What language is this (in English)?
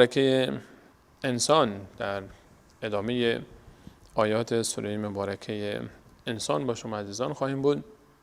Persian